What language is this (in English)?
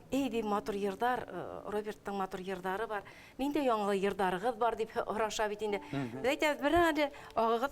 Bashkir